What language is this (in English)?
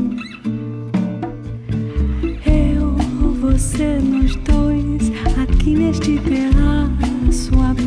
Portuguese